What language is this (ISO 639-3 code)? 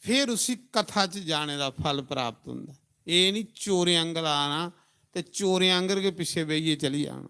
doi